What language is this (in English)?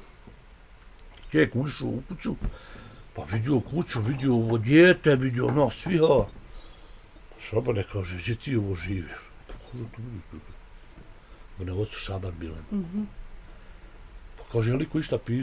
Bosnian